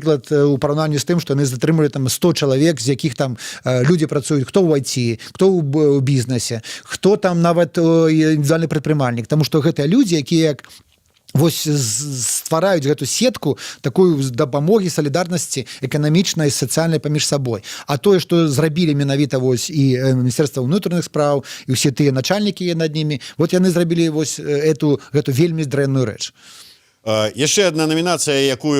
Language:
Belarusian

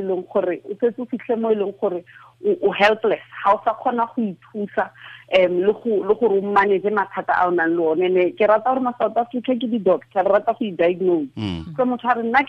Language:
Tswana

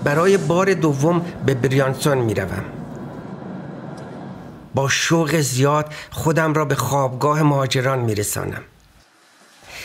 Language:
Persian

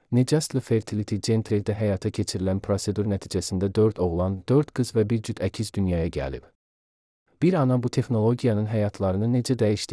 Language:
Azerbaijani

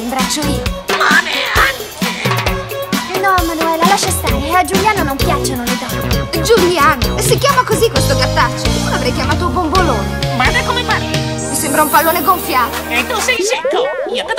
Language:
Italian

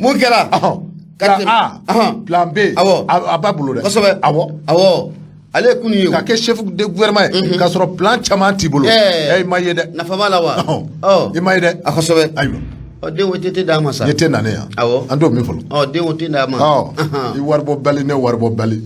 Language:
Bambara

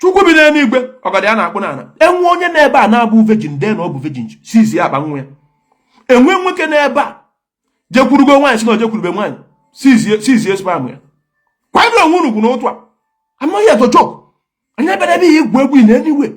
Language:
Igbo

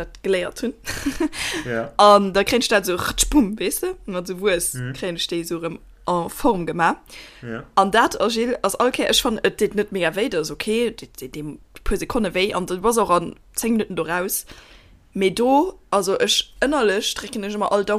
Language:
Luxembourgish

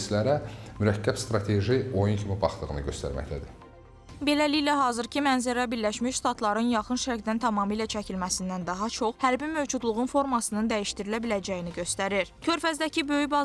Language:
Azerbaijani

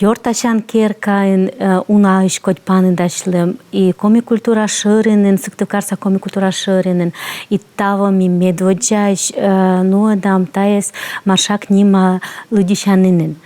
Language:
Komi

